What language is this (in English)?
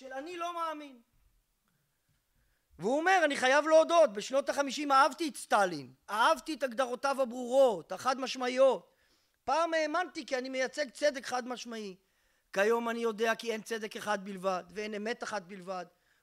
Hebrew